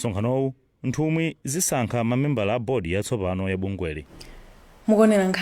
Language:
Nyanja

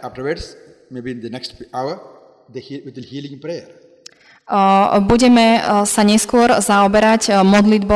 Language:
Slovak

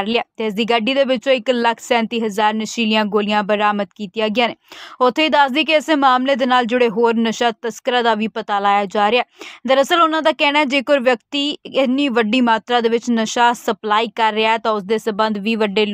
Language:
Punjabi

